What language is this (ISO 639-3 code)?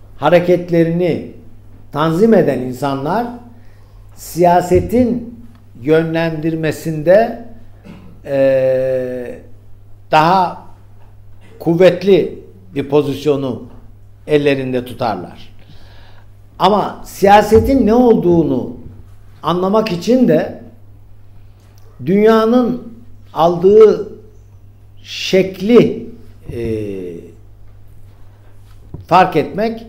tur